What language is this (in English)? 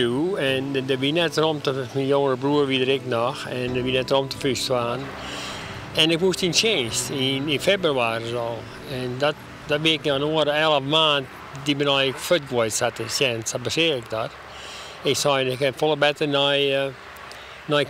Western Frisian